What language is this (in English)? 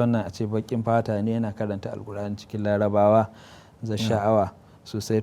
Hausa